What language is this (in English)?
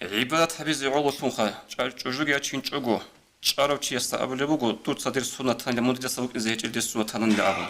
Avaric